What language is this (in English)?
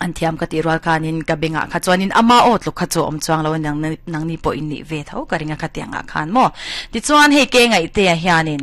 Mizo